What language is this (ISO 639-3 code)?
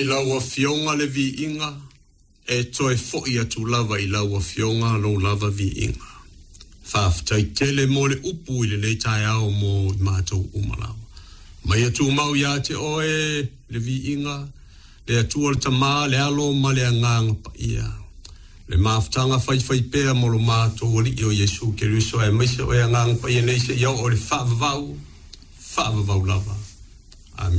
smo